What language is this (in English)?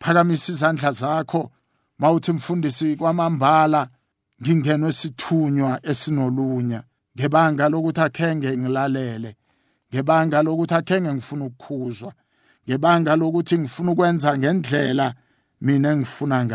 South Ndebele